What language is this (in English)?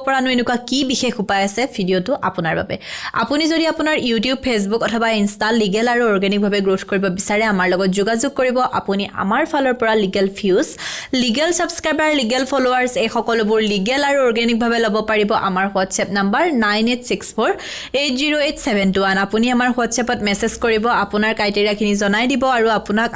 Assamese